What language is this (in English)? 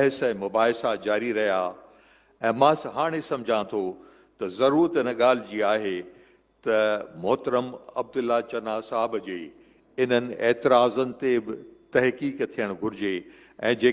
Sindhi